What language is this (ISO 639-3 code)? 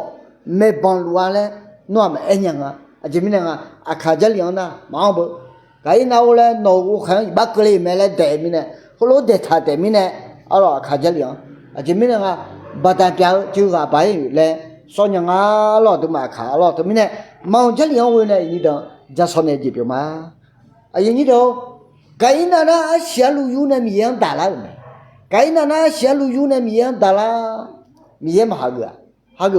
ahk